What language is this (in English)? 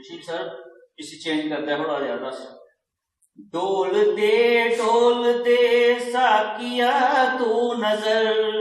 Dogri